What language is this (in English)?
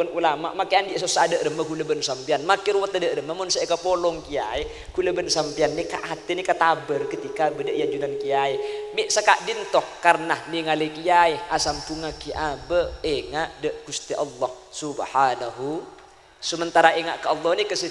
Madurese